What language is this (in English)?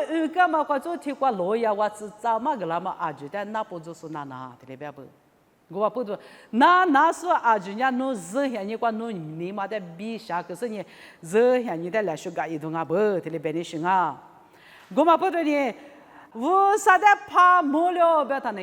Lisu